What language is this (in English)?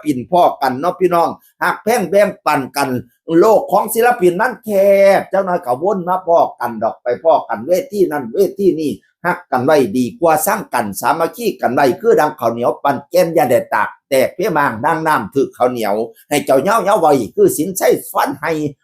Northeastern Thai